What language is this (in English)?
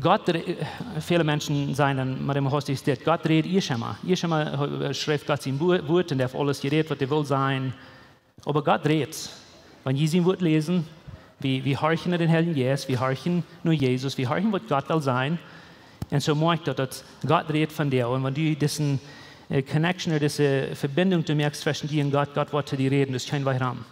Plautdietsch